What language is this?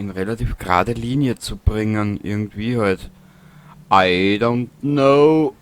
Bavarian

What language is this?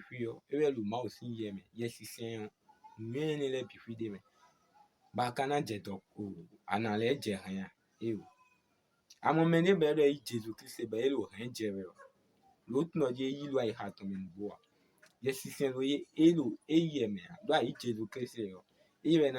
Fon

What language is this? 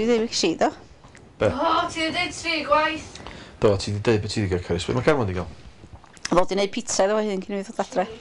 Welsh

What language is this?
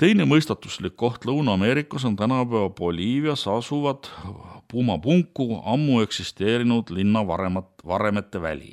Estonian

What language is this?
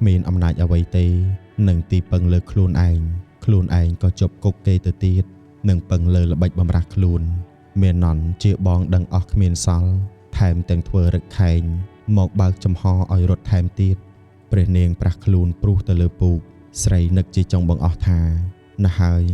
Khmer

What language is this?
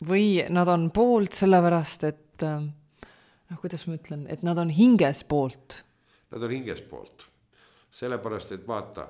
Estonian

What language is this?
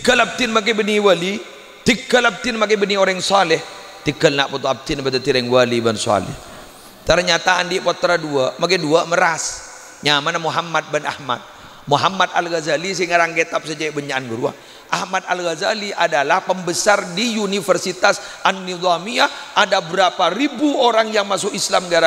Madurese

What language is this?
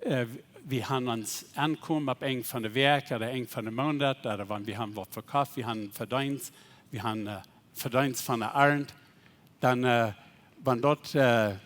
Plautdietsch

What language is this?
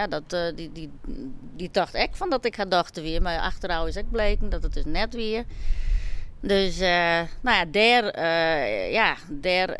Western Frisian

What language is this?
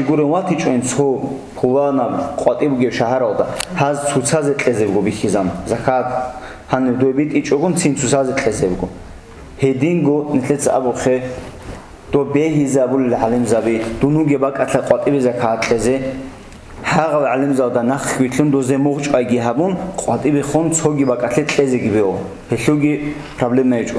Avaric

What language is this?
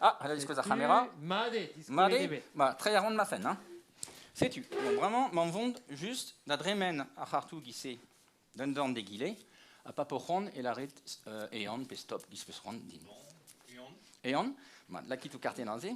Breton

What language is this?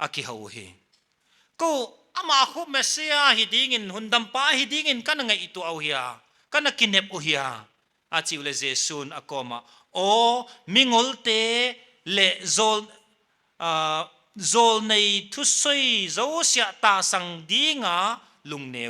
Paite Chin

